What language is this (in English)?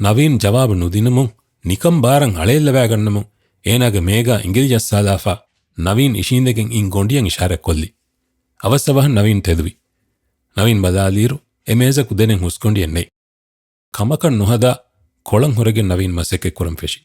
Divehi